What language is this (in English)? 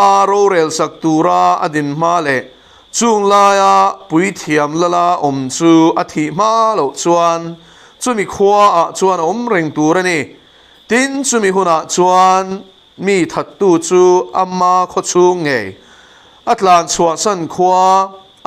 Mizo